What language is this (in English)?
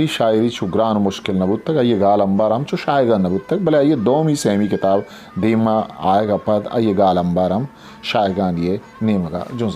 Eastern Balochi